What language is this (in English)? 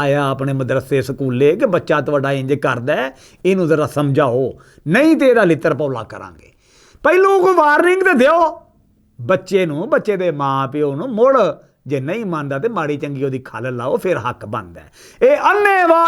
Western Panjabi